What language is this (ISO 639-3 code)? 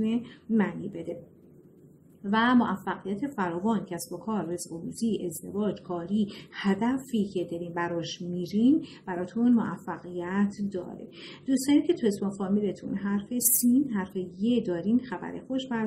fas